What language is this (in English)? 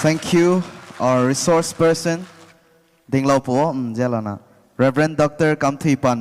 Rongmei Naga